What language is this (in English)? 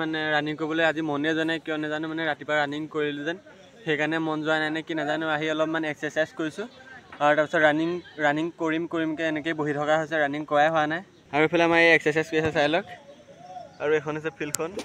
Assamese